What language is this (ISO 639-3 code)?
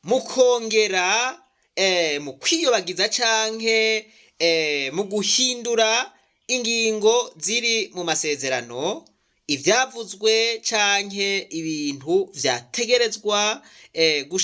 run